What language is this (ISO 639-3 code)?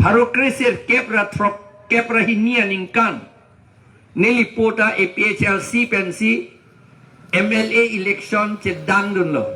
mjw